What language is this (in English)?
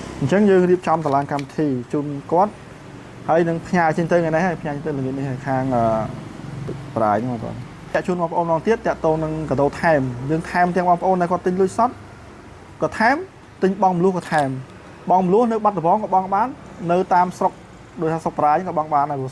Khmer